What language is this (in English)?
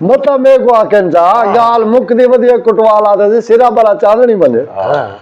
Saraiki